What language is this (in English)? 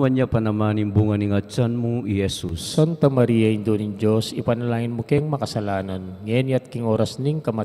Pampanga